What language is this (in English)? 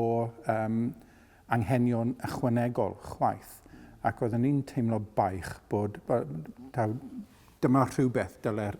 Welsh